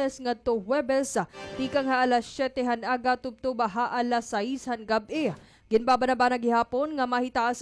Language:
Waray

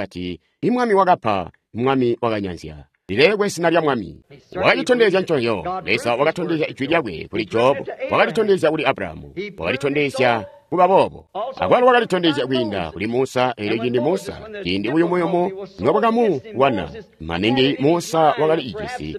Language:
Tonga (Zambia)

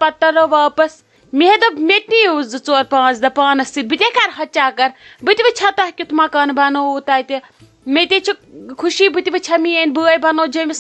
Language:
Kashmiri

